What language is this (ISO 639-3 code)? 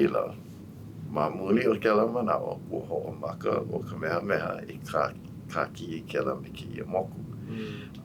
haw